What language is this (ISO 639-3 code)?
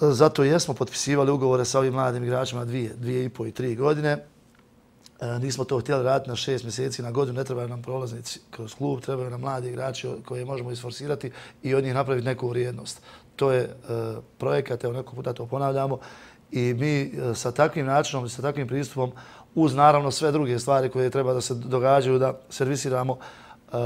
bos